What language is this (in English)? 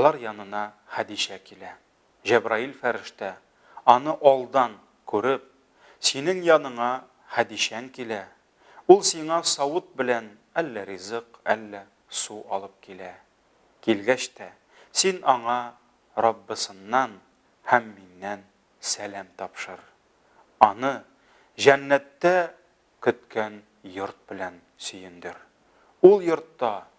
Tatar